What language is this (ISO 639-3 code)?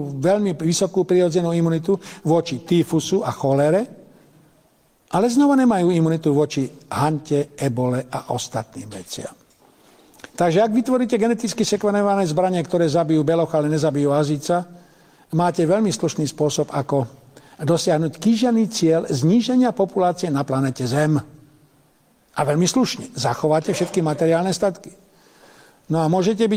slk